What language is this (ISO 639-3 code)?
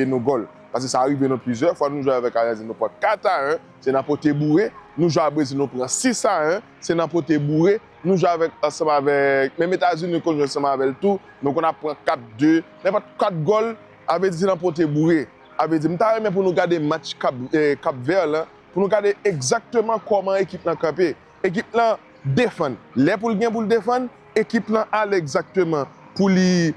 hat